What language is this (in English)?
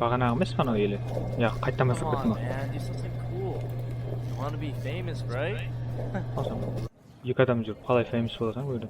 Kara-Kalpak